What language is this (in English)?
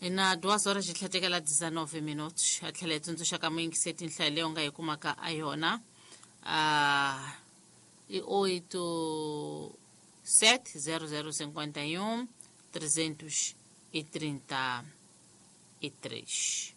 Tsonga